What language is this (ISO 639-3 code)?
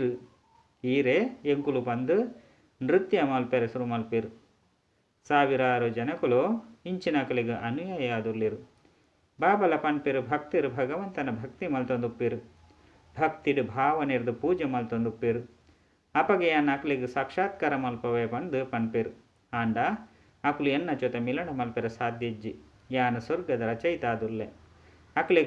tcy